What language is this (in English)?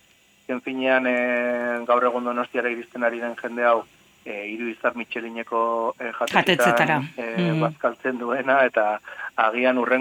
Basque